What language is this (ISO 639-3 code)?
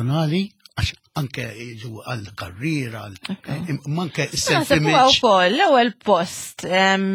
mlt